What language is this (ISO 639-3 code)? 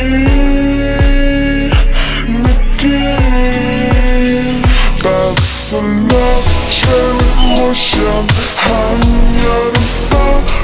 kor